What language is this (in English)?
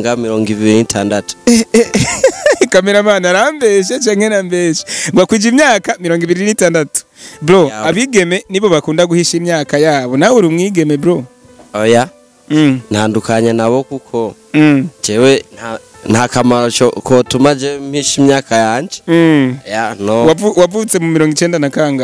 Rundi